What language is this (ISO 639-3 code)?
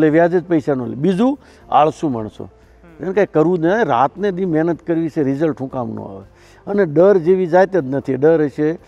guj